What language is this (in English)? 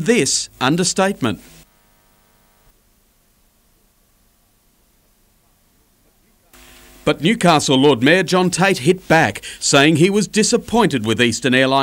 English